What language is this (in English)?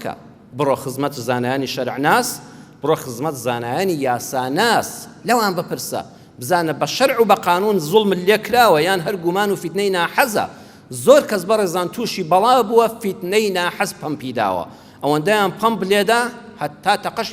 Central Kurdish